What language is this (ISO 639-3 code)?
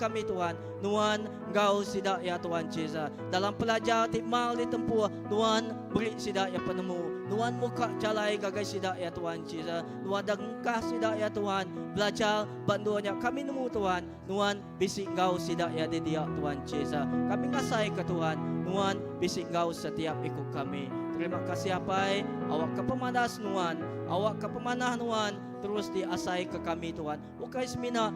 iba